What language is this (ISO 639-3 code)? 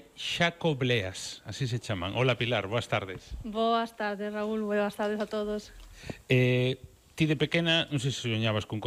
glg